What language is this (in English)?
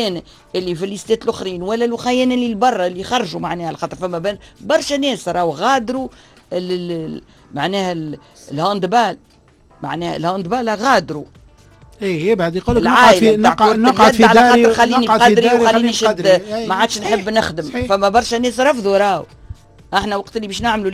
Tunisian Arabic